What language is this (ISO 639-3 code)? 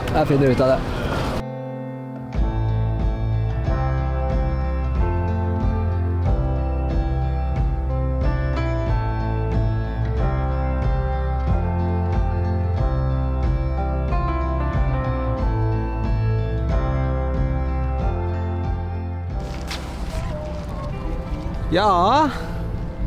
nor